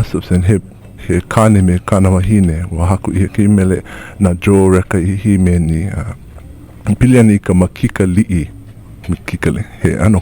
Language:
Hawaiian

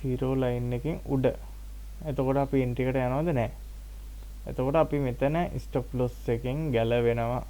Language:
Sinhala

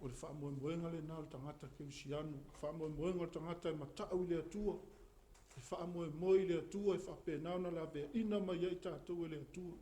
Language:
Samoan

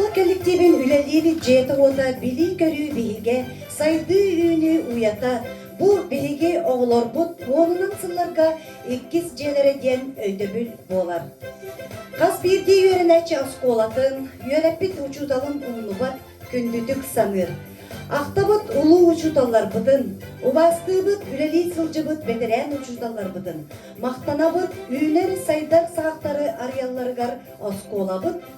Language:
Yakut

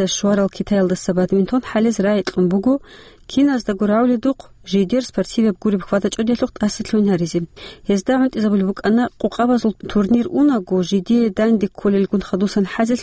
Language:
Avaric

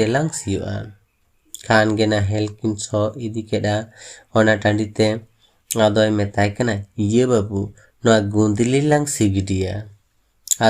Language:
Santali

